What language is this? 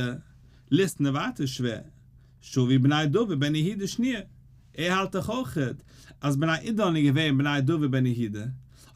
Yiddish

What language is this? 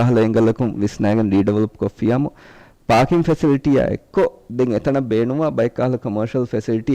Divehi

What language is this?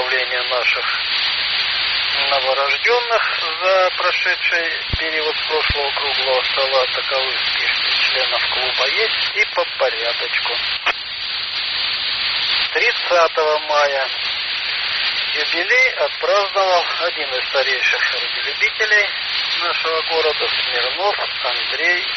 Russian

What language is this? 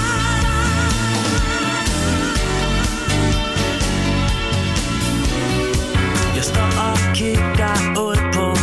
Danish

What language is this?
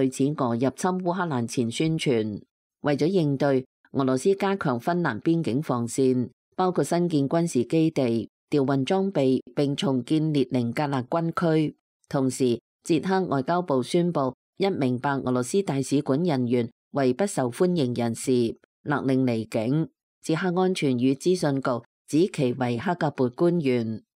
Cantonese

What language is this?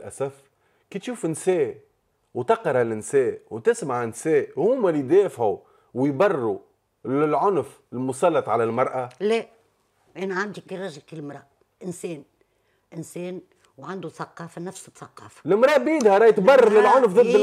Tunisian Arabic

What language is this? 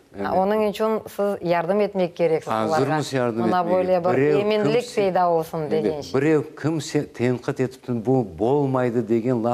Crimean Tatar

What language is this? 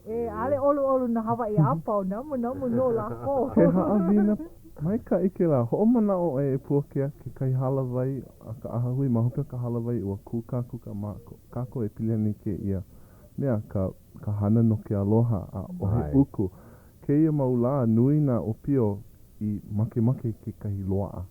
Hawaiian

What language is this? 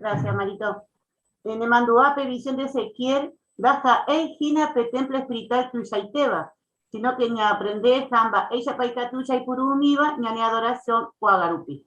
Guarani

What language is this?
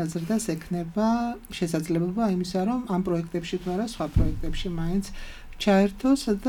Georgian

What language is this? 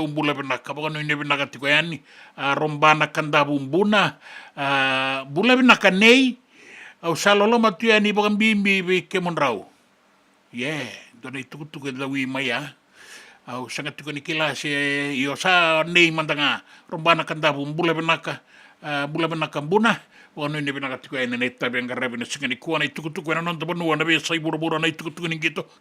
Fijian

